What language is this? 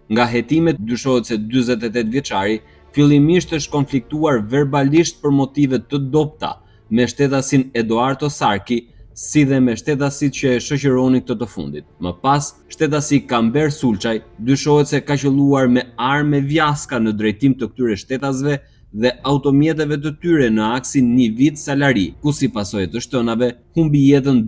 Albanian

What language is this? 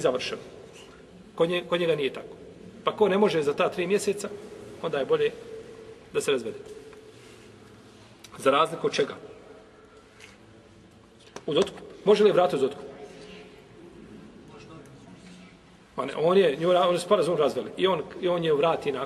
Bosnian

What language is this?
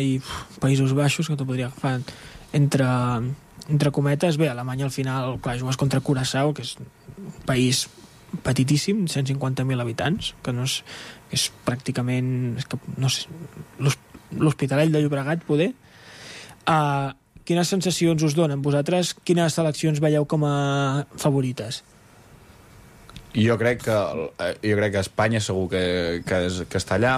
Catalan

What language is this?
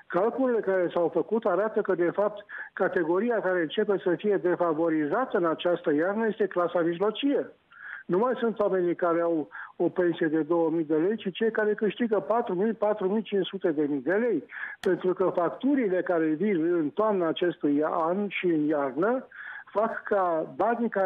Romanian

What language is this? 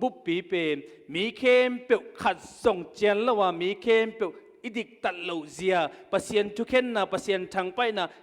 Tedim Chin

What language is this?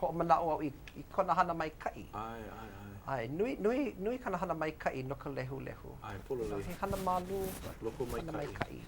Hawaiian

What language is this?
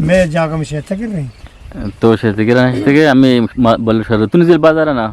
Eastern Balochi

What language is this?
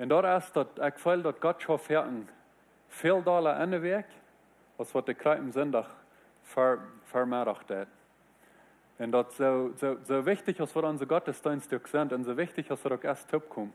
Plautdietsch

